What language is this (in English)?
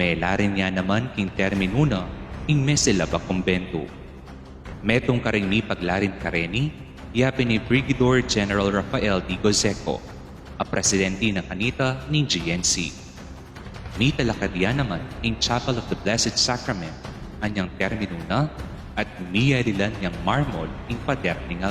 Pampanga